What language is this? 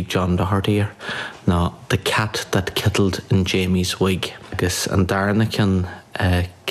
Irish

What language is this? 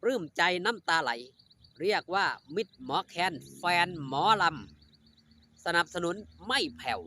Northeastern Thai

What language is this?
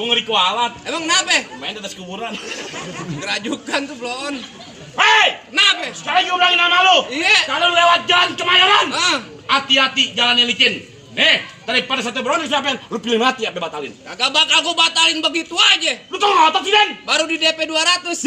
Betawi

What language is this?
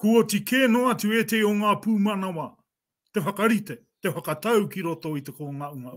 Māori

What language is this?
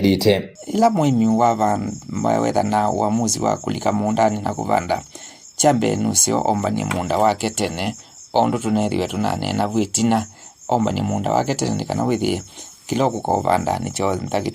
Kamba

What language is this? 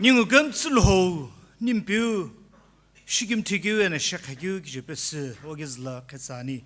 Sumi Naga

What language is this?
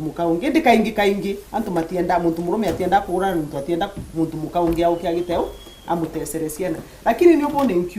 Meru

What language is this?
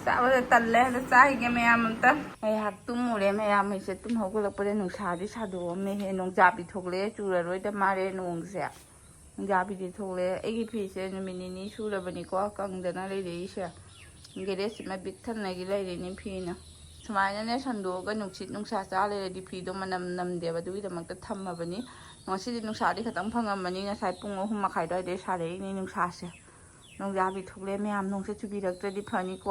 Manipuri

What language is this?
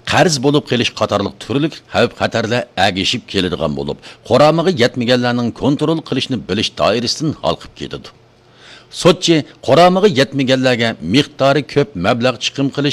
Uyghur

